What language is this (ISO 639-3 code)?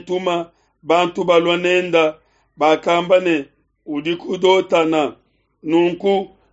lua